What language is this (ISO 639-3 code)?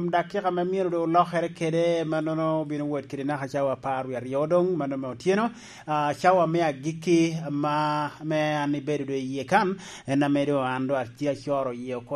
laj